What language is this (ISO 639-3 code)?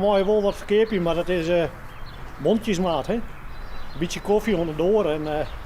fry